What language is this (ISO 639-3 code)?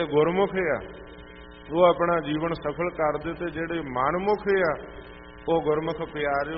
pan